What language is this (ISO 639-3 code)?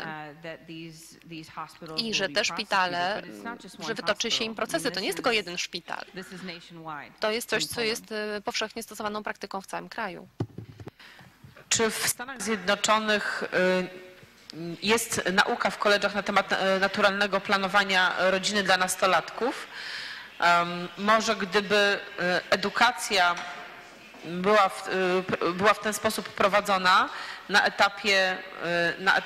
pol